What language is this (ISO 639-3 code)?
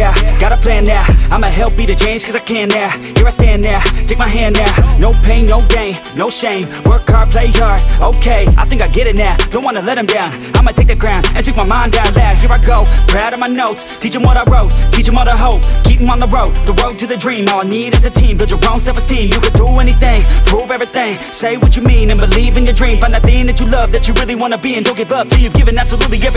eng